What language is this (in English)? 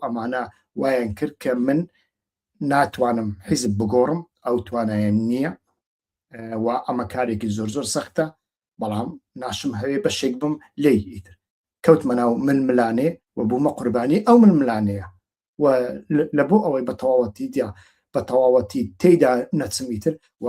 Central Kurdish